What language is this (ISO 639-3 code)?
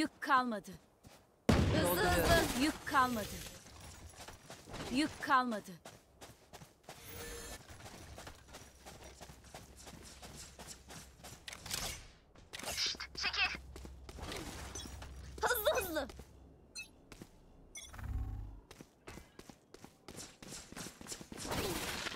tur